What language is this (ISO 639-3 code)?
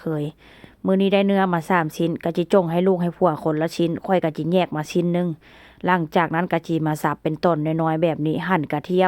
tts